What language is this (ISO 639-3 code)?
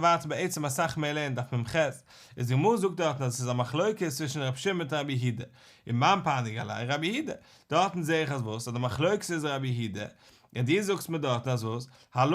yid